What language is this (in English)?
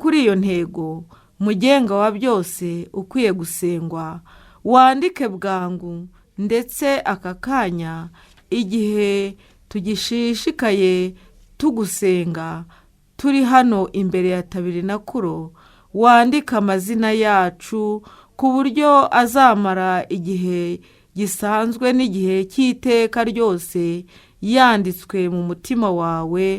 Kinyarwanda